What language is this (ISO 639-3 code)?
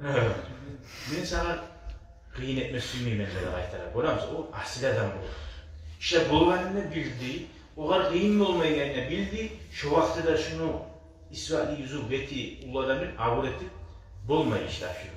kum